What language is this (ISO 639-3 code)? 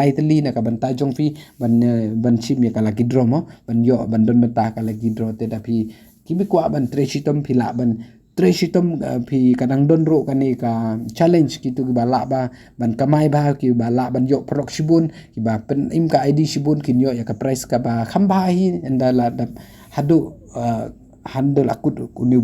kha